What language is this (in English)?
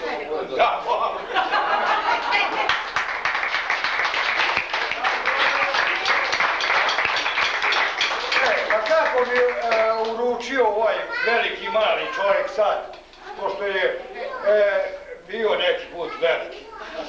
Serbian